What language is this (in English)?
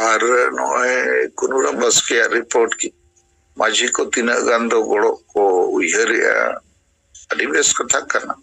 Santali